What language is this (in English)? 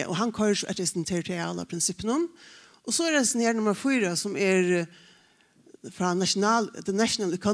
Faroese